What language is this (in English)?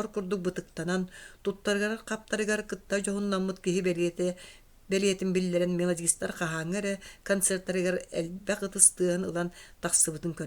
Yakut